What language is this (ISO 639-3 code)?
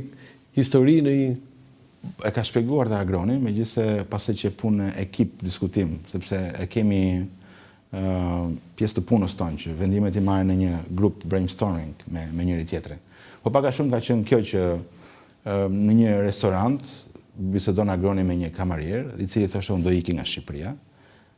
sqi